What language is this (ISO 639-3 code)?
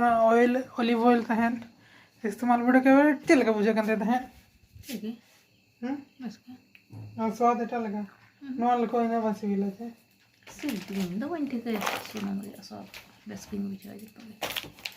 sat